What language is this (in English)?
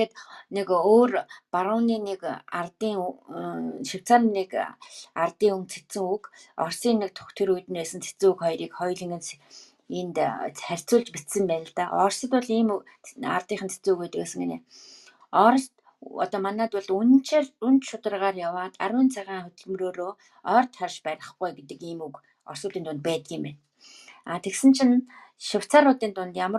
Mongolian